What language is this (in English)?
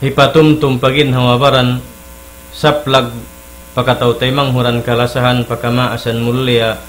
Tausug